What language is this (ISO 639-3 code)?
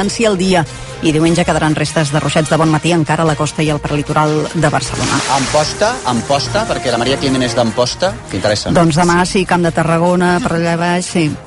cat